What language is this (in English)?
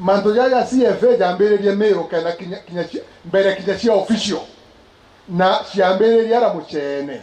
Meru